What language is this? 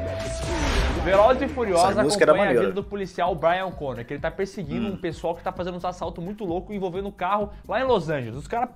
Portuguese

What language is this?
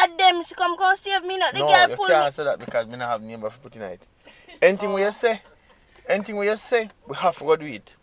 Jamaican Creole English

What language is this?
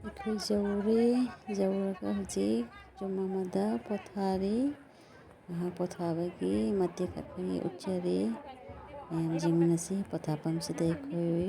Manipuri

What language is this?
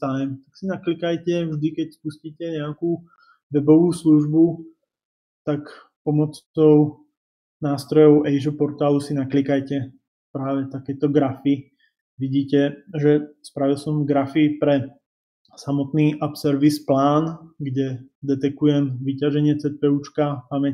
Slovak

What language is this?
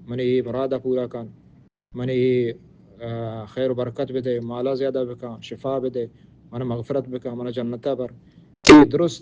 Baluchi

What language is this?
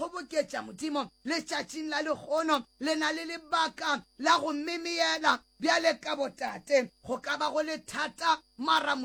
Northern Sotho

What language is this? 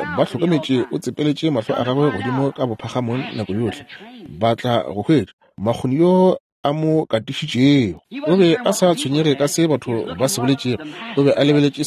Northern Sotho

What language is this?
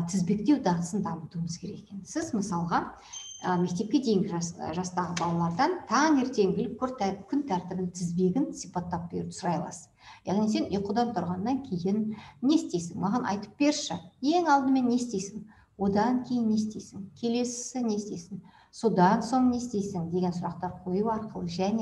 Kazakh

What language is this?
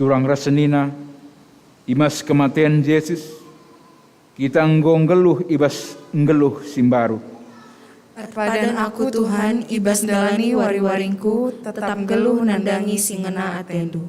Batak Karo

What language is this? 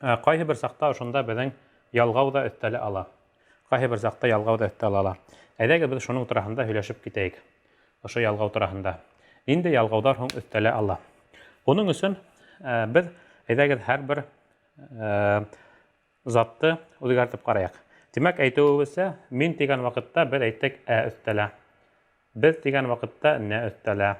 Bashkir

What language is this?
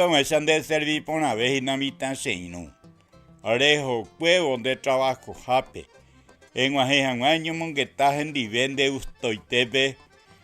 Guarani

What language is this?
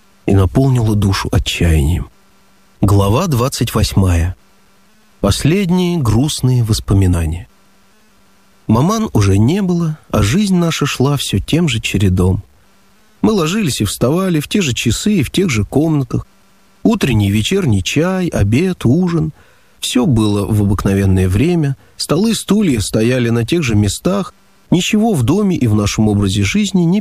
Russian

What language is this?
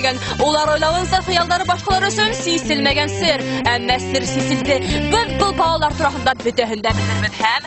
Bashkir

